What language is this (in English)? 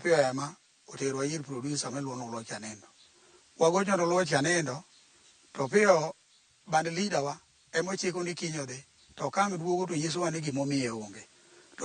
Luo (Kenya and Tanzania)